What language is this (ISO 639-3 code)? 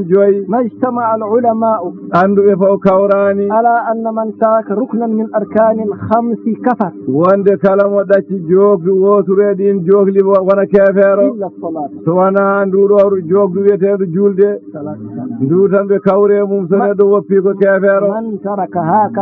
ful